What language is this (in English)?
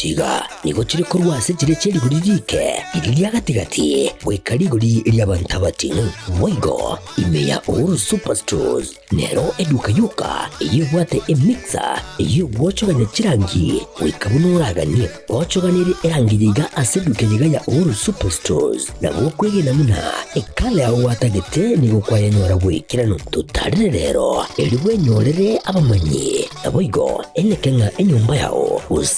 Gusii